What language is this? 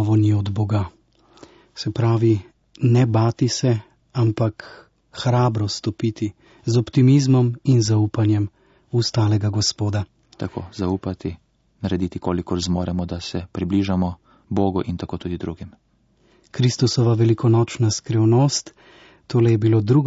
Slovenian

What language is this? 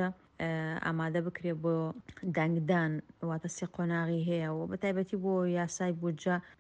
Central Kurdish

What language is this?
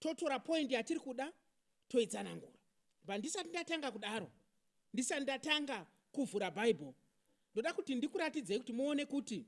Shona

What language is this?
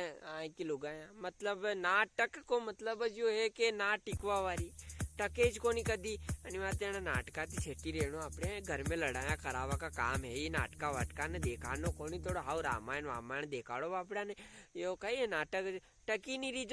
Rajasthani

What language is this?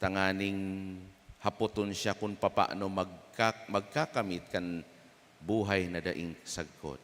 Bikol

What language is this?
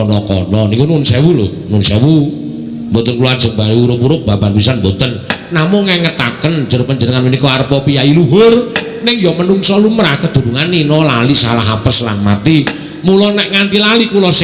Javanese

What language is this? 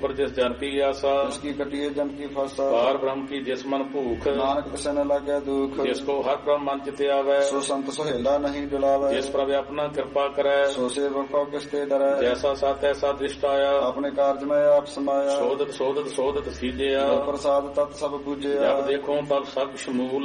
Punjabi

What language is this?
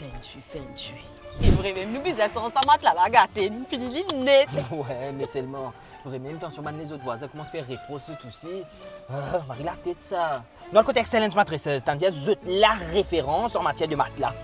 Morisyen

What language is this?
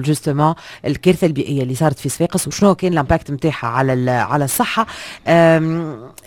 Tunisian Arabic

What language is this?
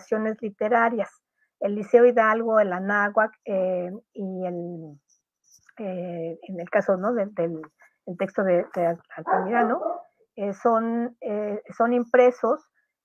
Spanish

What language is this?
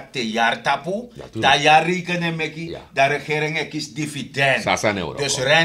Sranan Tongo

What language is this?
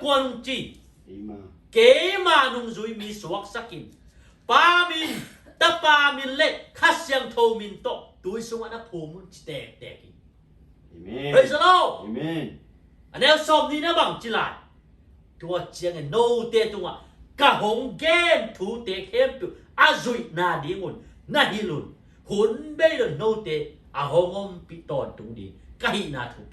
Tedim Chin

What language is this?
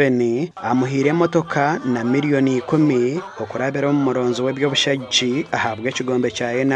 Nyankole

